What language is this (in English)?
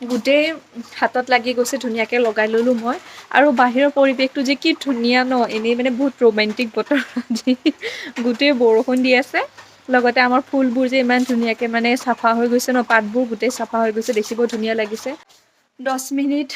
Assamese